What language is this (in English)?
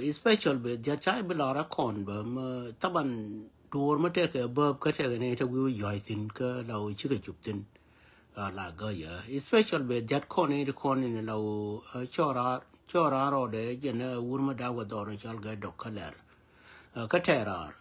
Nuer